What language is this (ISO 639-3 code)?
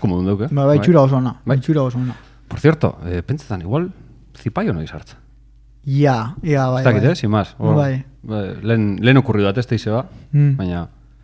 eus